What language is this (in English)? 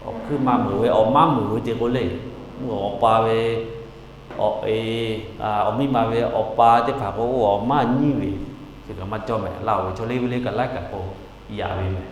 Lahu